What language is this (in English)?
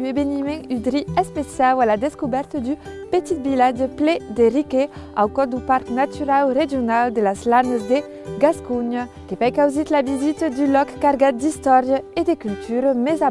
Occitan